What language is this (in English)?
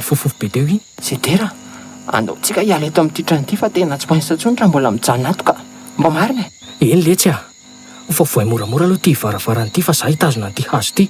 Malagasy